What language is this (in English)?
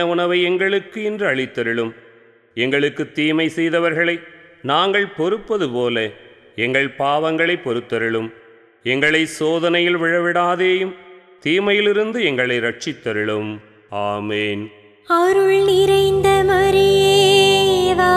Tamil